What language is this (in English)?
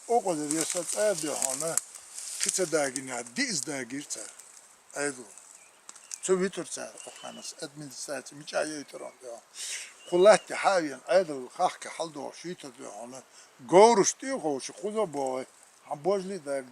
Chechen